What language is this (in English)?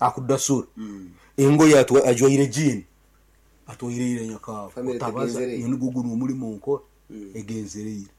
Nyankole